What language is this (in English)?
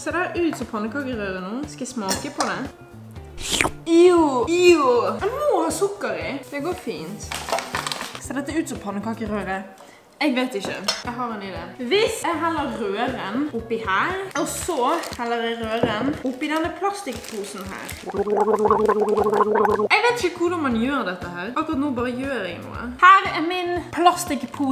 Norwegian